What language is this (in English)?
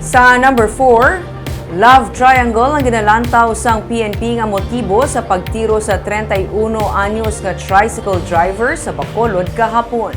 Hiligaynon